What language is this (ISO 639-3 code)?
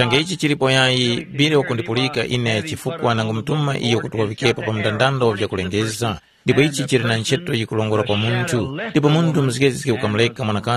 tum